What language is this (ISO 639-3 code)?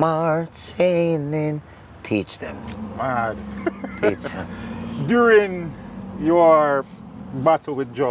jam